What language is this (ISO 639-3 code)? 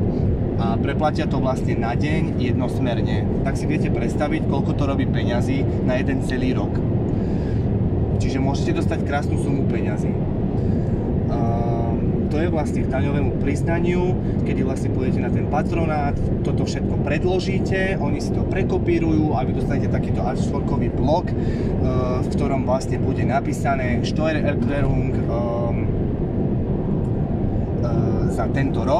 slk